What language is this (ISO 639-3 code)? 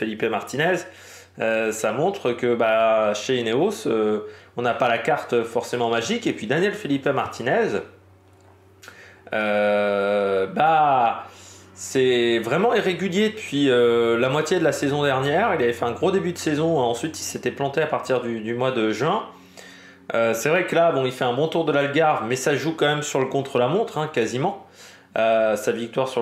fra